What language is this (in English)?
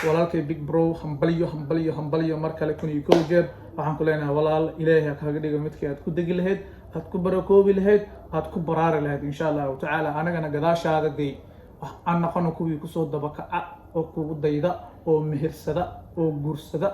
Somali